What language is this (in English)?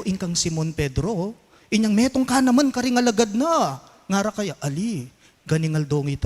Pampanga